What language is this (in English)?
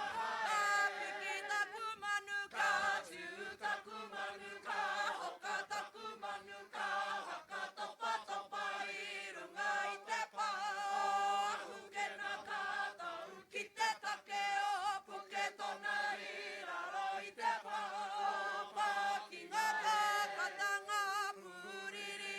Māori